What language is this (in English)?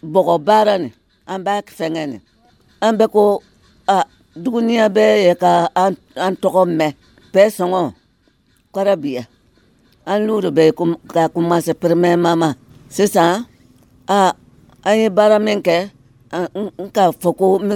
Dyula